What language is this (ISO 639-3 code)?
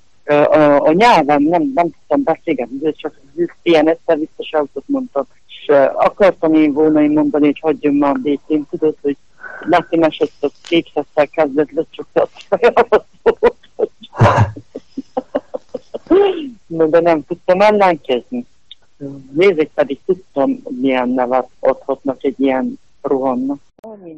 hun